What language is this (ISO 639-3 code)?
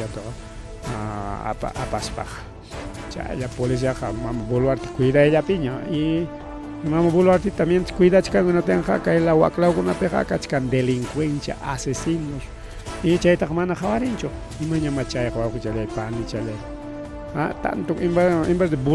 quy